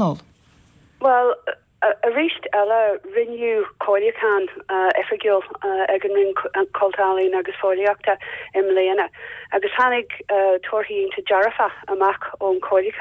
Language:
Irish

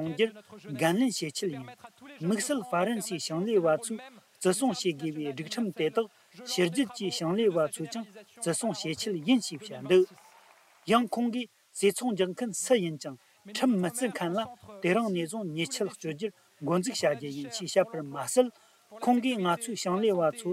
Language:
Tibetan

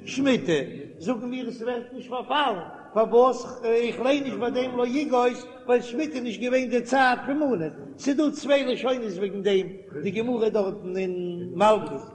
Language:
Yiddish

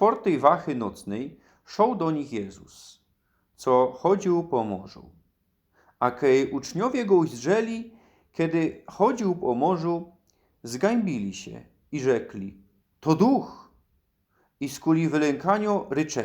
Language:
Silesian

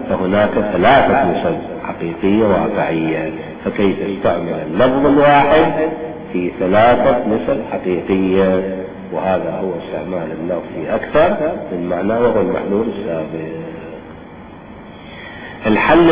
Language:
Arabic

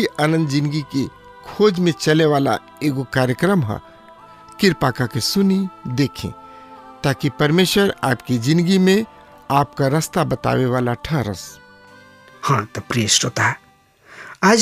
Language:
Bhojpuri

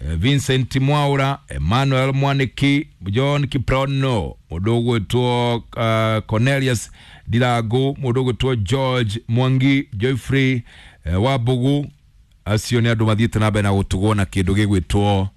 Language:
Kikuyu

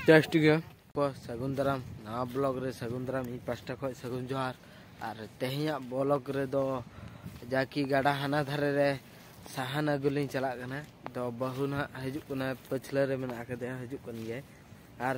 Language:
Santali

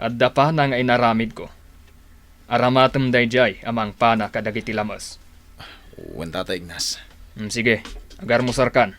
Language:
Iloko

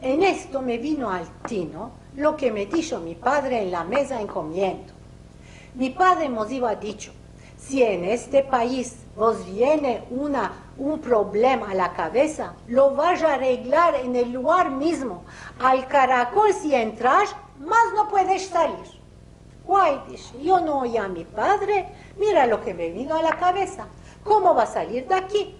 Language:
Ladino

